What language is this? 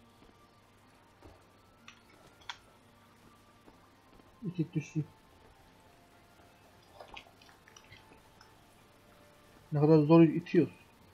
Turkish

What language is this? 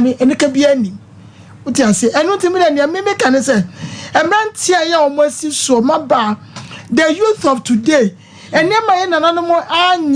Akan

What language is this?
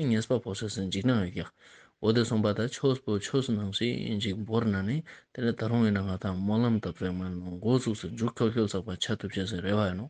Ladakhi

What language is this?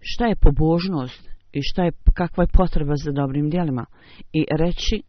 Bosnian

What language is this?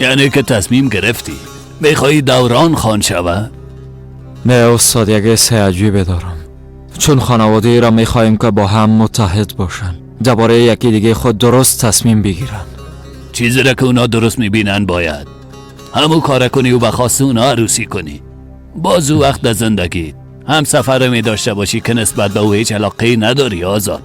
Persian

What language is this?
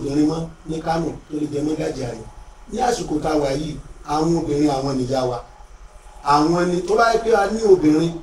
Yoruba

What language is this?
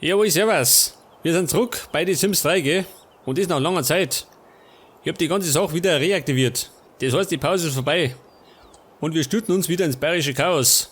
Bavarian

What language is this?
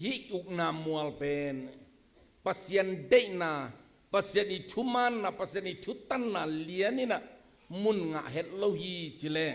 Tedim Chin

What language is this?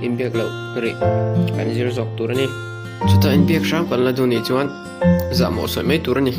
Mizo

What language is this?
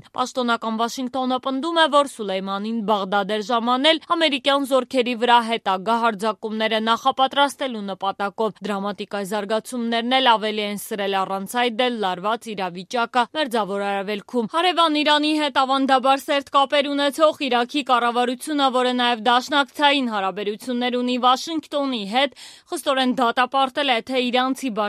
Armenian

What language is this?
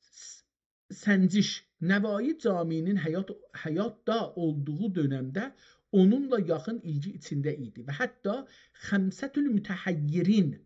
South Azerbaijani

